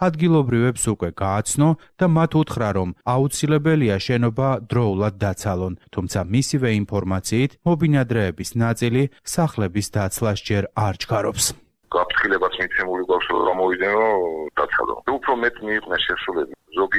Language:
Georgian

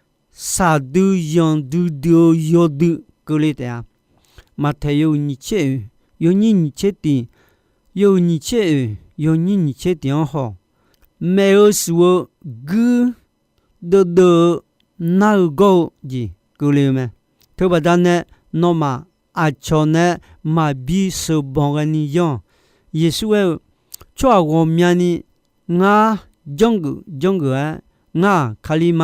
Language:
Akha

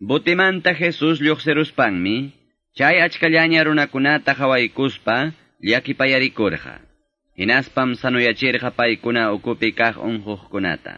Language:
Quechua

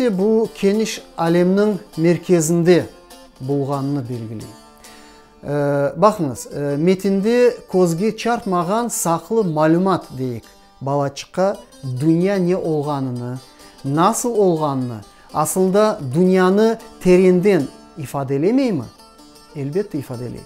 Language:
Crimean Tatar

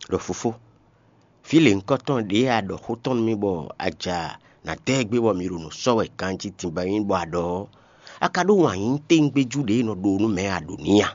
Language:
Fon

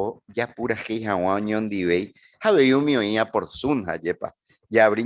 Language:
Guarani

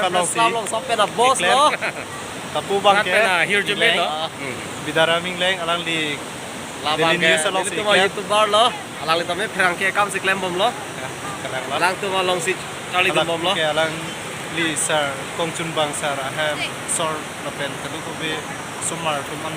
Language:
Karbi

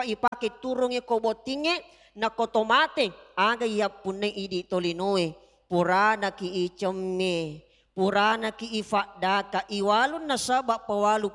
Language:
Buginese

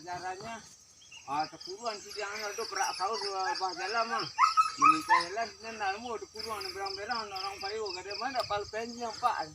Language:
Minangkabau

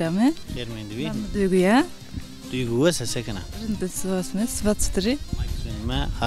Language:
Zaza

